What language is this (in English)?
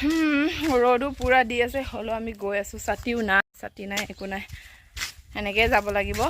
Assamese